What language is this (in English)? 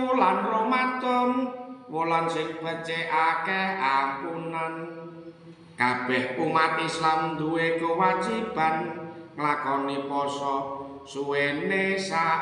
Javanese